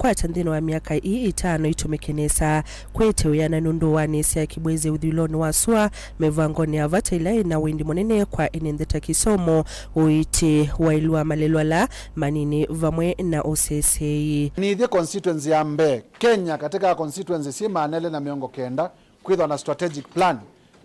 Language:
Kamba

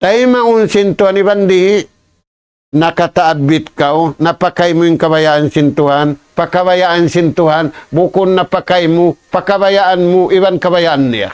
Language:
Tausug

